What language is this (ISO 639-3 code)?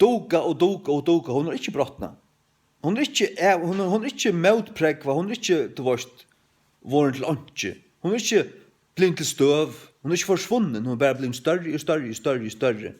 fao